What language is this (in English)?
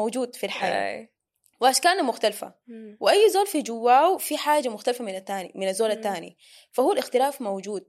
Sudanese Arabic